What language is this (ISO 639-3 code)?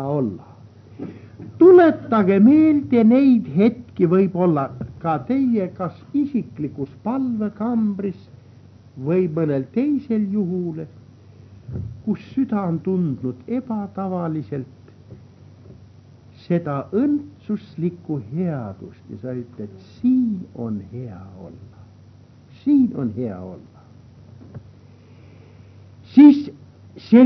est